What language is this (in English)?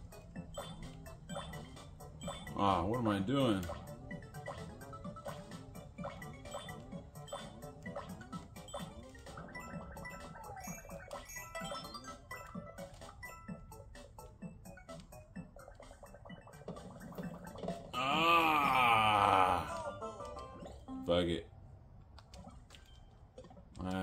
English